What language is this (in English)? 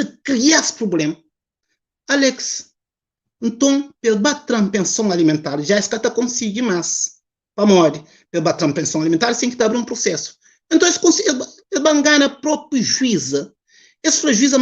Kabuverdianu